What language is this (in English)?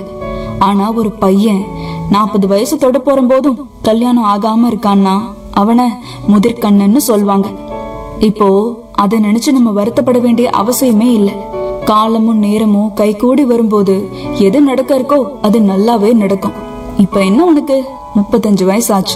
Tamil